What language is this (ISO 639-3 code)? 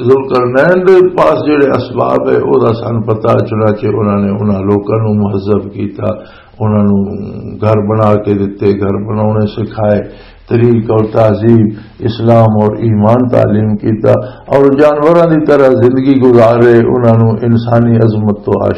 lah